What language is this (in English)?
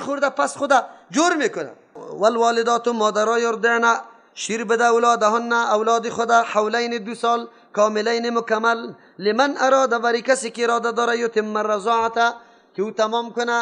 Persian